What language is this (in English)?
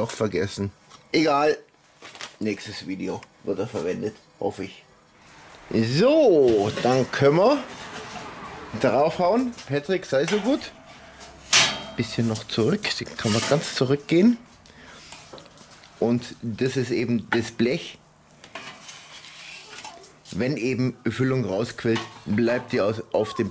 German